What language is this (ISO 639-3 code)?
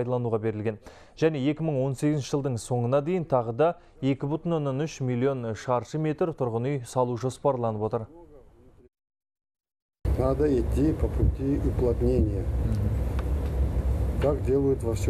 kaz